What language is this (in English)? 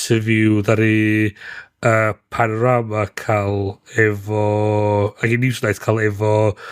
Welsh